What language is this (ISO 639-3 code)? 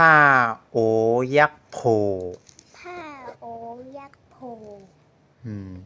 shn